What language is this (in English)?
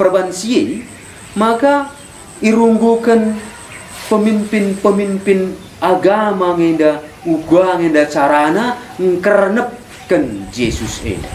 Batak Karo